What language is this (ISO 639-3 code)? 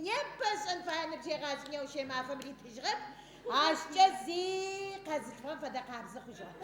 ady